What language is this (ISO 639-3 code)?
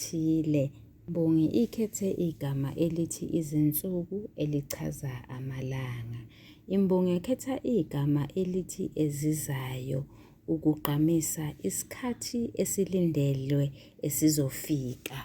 zul